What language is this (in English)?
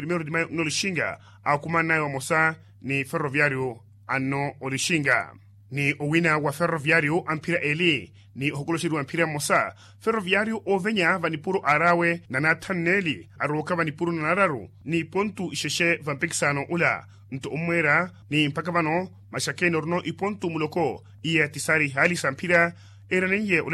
Makhuwa